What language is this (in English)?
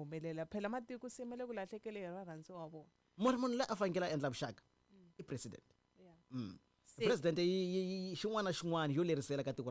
Tsonga